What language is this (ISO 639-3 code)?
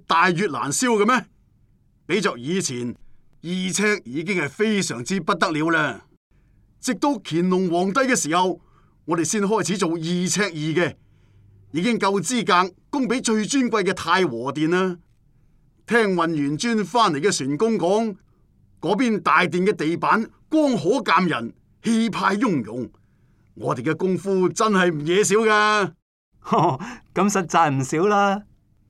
yue